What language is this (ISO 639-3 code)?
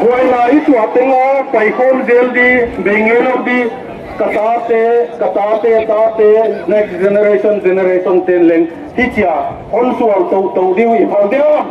pck